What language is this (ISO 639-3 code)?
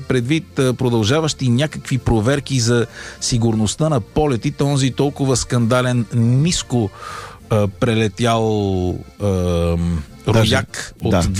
bul